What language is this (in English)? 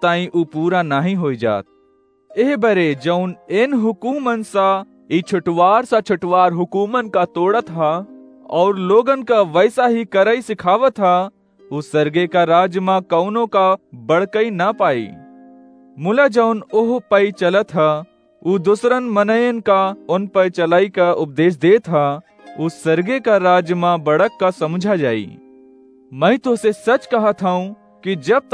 Awadhi